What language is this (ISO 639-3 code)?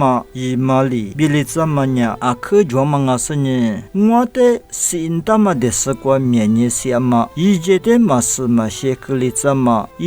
lis